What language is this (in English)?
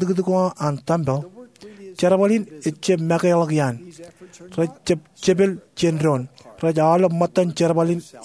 Marshallese